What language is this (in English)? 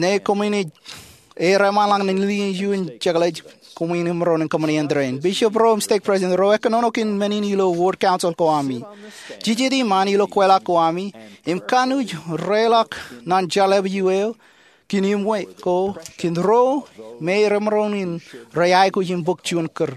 Marshallese